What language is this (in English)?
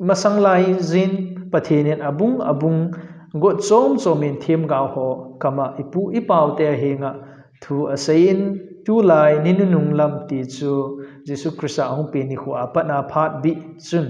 Thado Chin